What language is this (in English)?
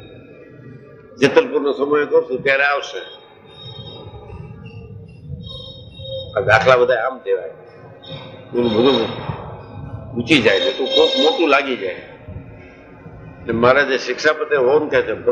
Gujarati